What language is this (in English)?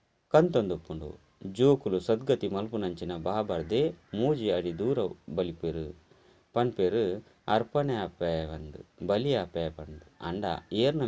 Tulu